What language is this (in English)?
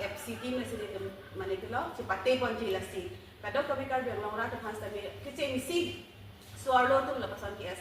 Karbi